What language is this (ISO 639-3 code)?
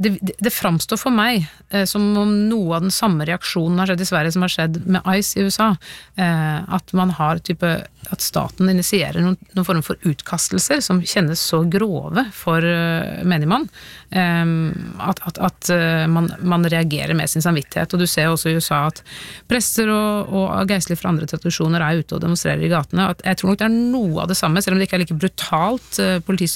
nor